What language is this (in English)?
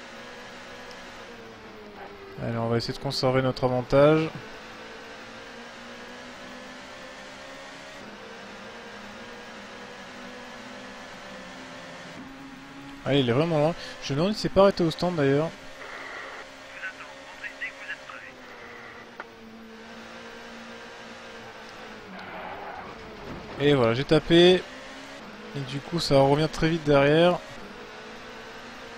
French